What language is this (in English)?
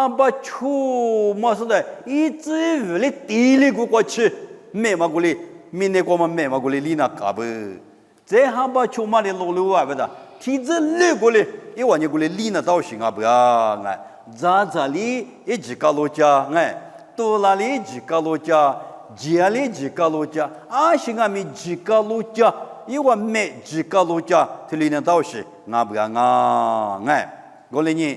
Lisu